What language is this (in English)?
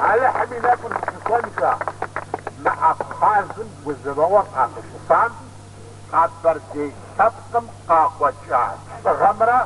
Kabardian